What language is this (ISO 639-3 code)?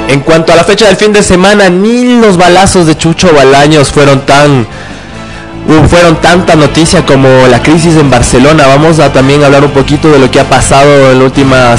spa